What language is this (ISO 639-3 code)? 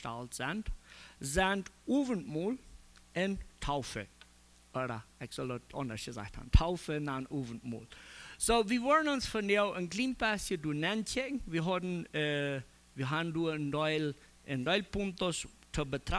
pdt